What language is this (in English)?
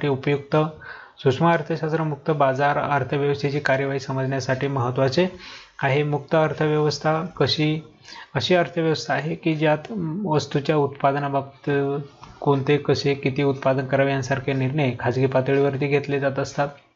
Marathi